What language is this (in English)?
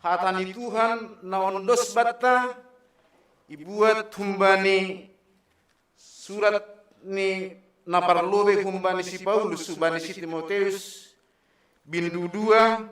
Batak Simalungun